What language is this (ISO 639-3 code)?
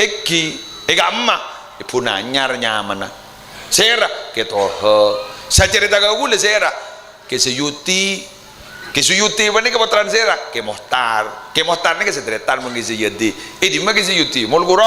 mad